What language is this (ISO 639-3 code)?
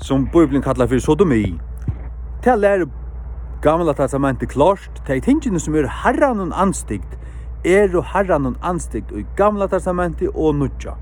fao